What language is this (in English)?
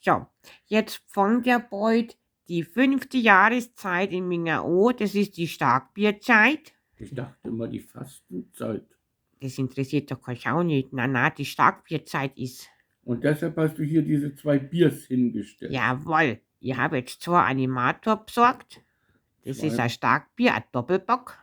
Bavarian